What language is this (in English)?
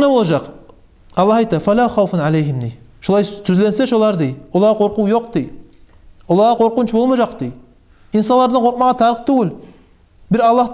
Kumyk